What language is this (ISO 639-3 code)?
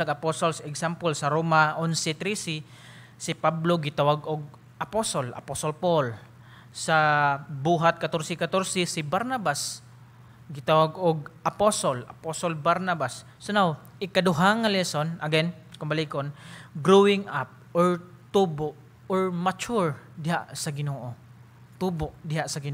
ceb